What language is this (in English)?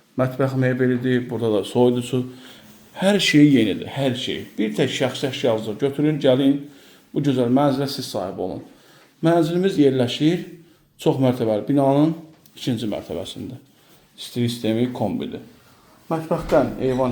Azerbaijani